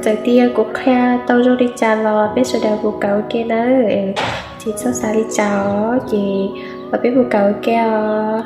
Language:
Hmong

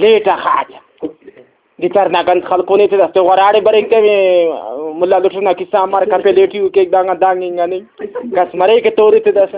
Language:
Brahui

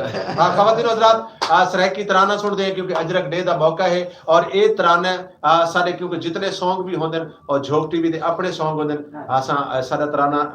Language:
Saraiki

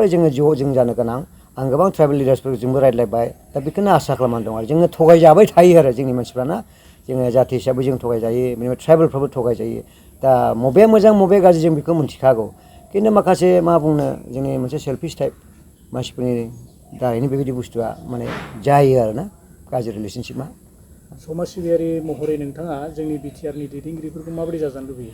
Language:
Bodo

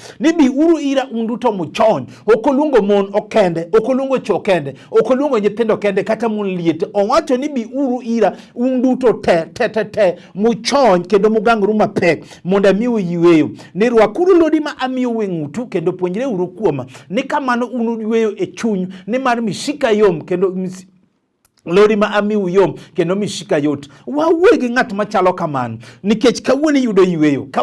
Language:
Luo (Kenya and Tanzania)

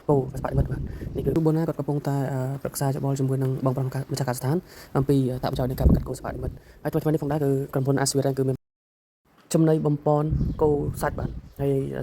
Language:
Khmer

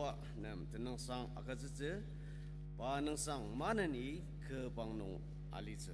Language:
Ao Naga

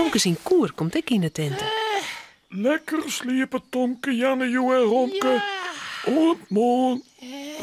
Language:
Western Frisian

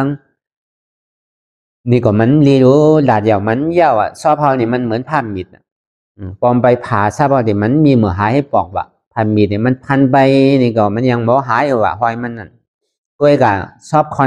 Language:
Shan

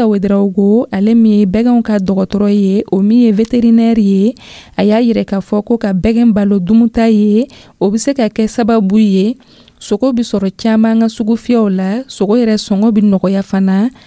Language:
Dyula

